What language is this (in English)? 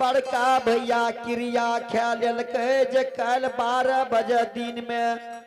Maithili